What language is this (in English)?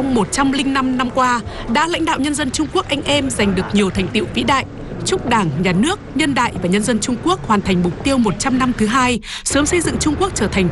Vietnamese